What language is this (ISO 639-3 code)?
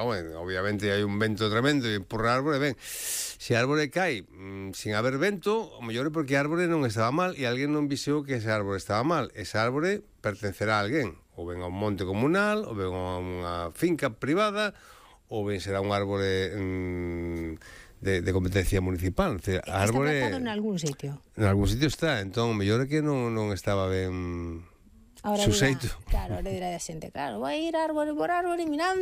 glg